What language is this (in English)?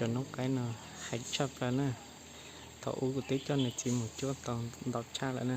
Hmong